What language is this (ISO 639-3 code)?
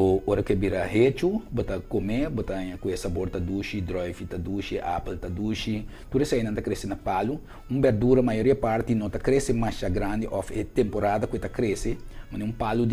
pap